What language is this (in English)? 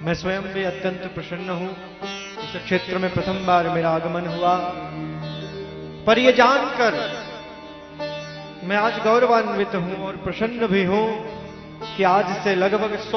Hindi